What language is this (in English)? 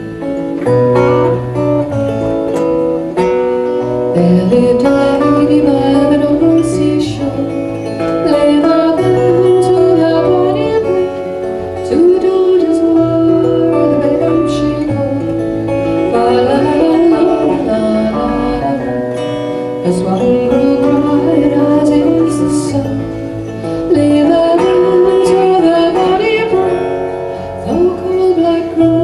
English